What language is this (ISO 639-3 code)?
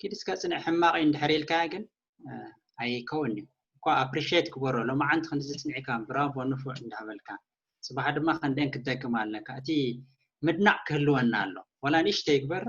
tir